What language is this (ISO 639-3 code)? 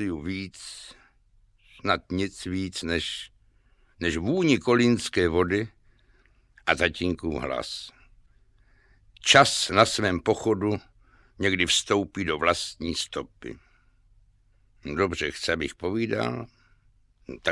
ces